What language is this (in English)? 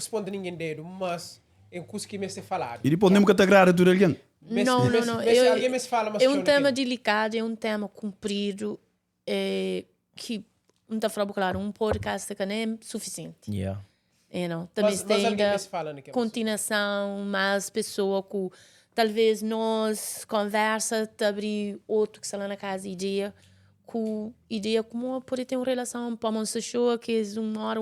Kabuverdianu